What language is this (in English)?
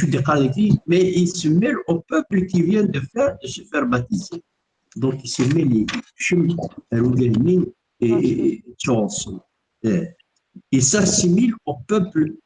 Kabyle